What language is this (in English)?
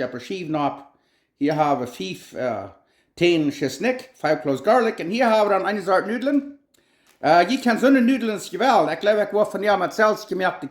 Plautdietsch